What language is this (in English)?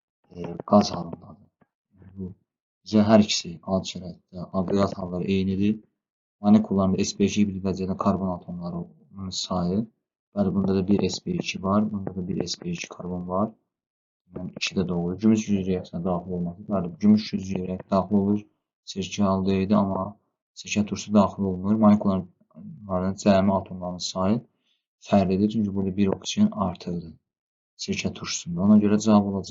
Azerbaijani